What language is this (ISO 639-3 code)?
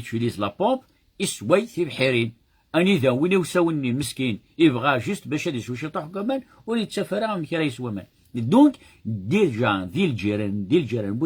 kab